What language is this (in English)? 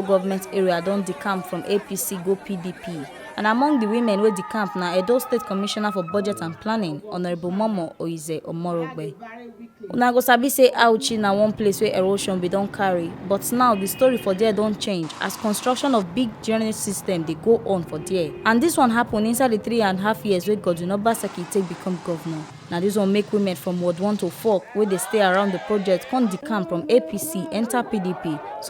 Nigerian Pidgin